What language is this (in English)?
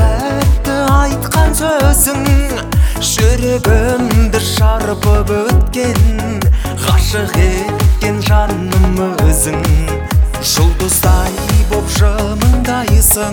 Kazakh